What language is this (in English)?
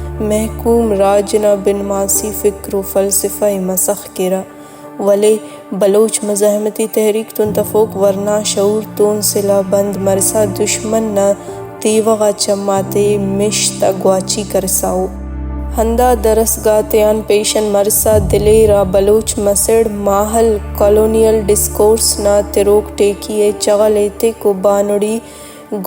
Brahui